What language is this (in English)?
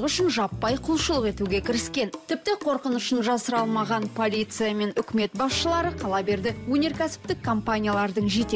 Kazakh